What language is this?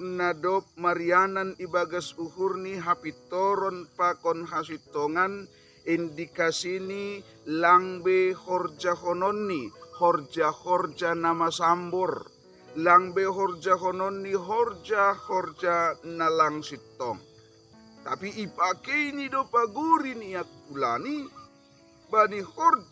Batak Simalungun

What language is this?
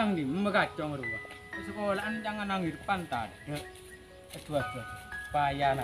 Madurese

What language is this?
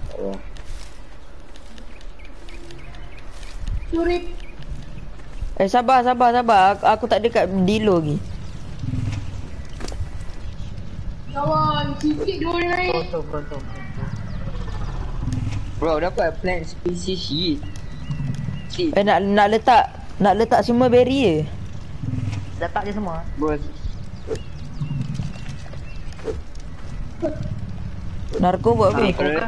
Malay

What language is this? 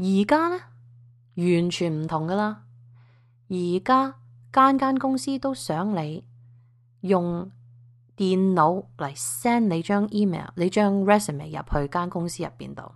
Cantonese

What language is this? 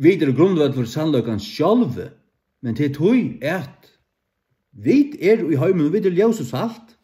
Faroese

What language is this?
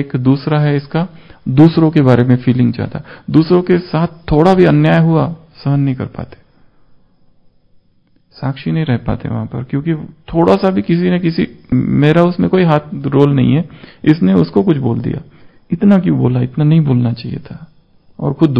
Hindi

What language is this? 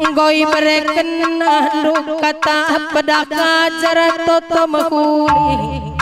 Batak Karo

